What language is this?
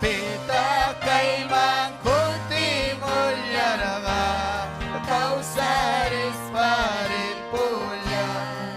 Ayacucho Quechua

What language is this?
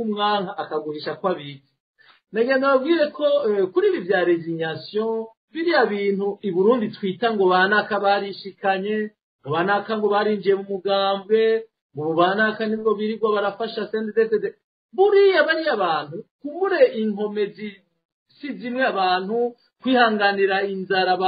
Rundi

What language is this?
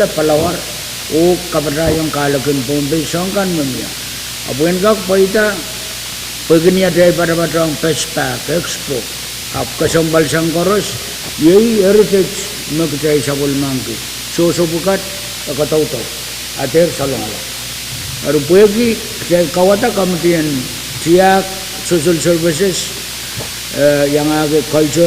Pohnpeian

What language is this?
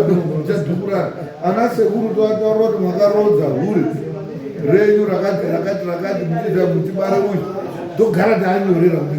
Shona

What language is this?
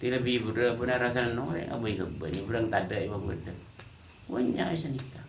Madurese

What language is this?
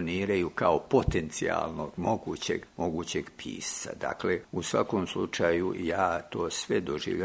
Croatian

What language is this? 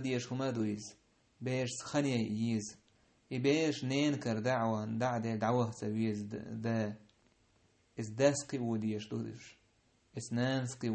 Chechen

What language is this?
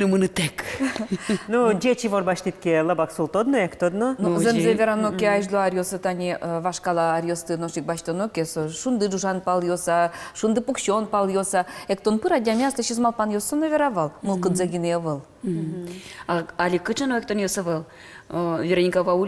Udmurt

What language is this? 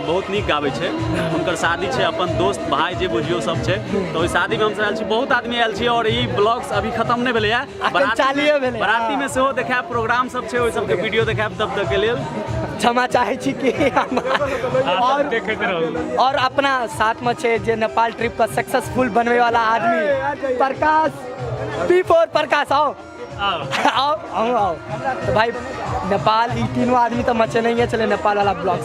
Maithili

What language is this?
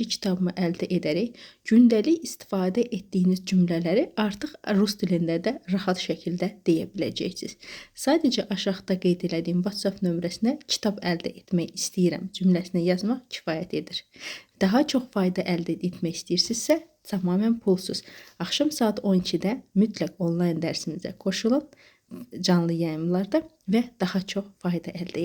Azerbaijani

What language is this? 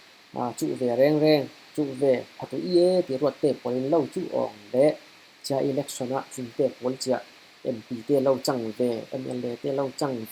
Falam Chin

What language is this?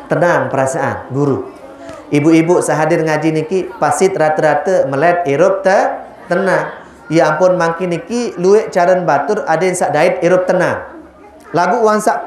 Sasak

